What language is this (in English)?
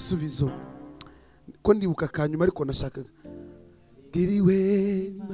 Kinyarwanda